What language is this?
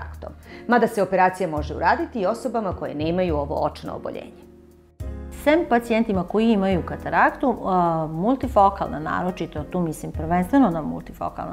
Serbian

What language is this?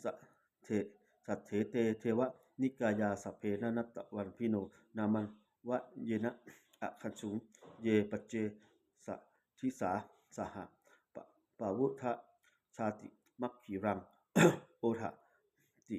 Pali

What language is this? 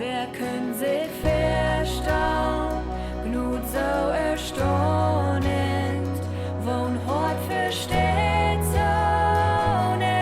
Plautdietsch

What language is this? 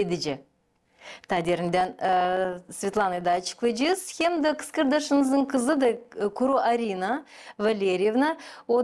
Gagauz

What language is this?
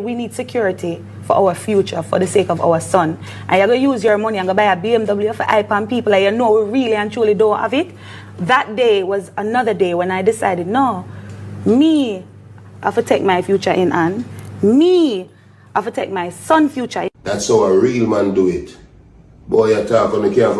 Jamaican Creole English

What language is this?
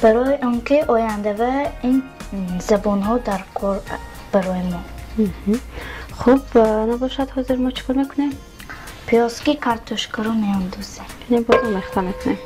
Tajik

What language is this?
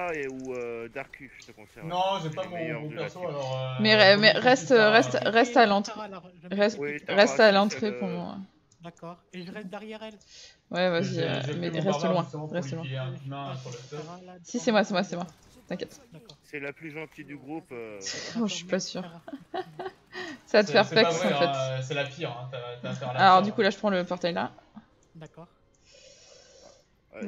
French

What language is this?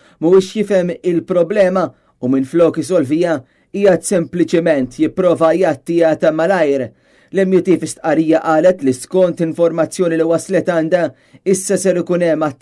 Maltese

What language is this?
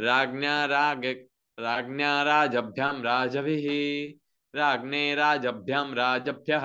Sanskrit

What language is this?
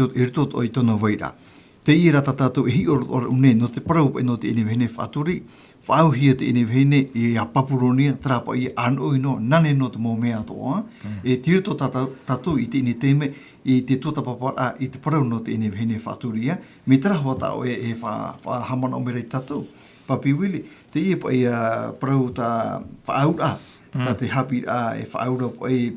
Tahitian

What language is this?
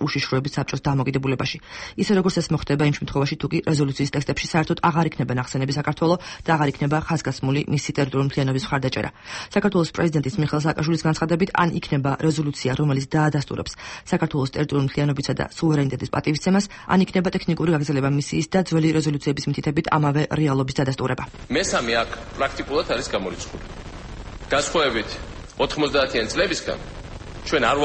Georgian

